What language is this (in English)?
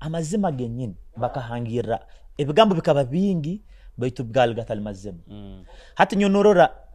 Nyoro